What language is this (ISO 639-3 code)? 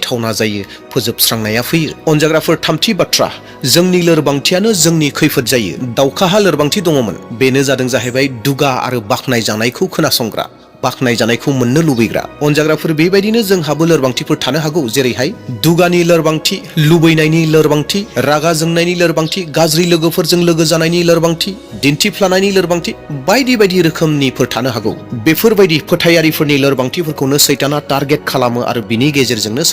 brx